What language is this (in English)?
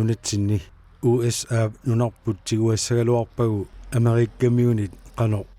Kalaallisut